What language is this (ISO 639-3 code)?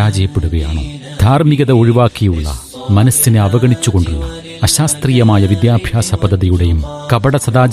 mal